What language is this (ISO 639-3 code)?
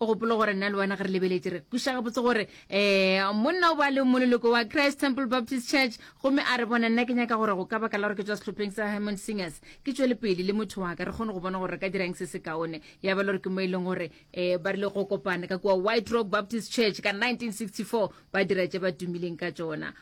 nso